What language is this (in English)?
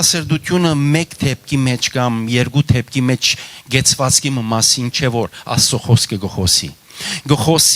Western Armenian